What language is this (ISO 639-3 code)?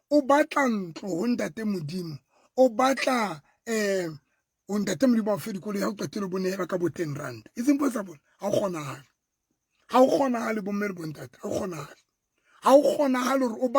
sot